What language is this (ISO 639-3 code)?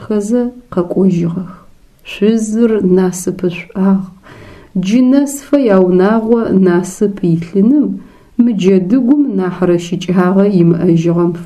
ady